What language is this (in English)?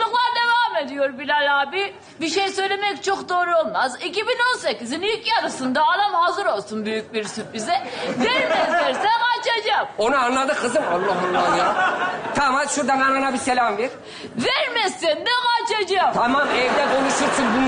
Turkish